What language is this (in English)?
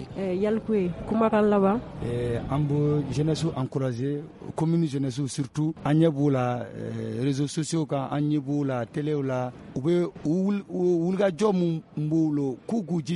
Bambara